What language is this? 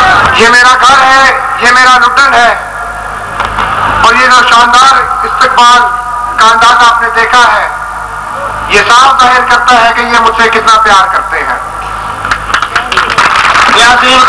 Urdu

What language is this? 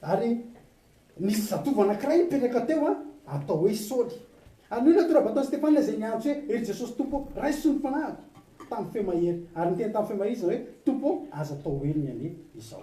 Malagasy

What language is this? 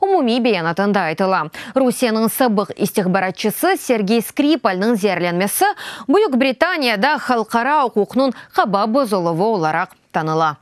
Crimean Tatar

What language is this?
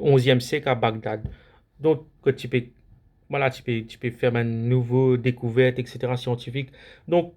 Morisyen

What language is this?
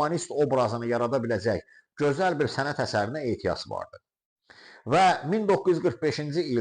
Azerbaijani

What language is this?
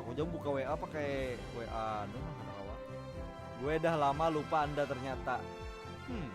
Banjar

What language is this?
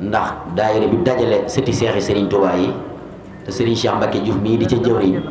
Wolof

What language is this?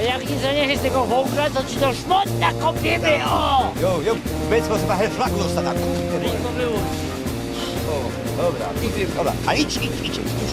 Silesian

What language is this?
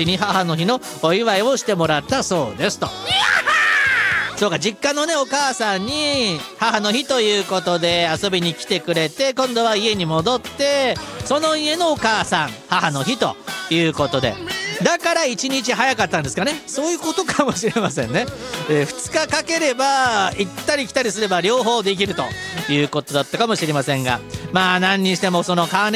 Japanese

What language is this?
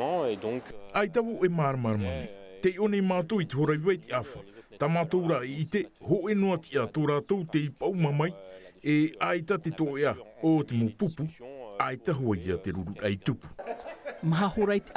Tahitian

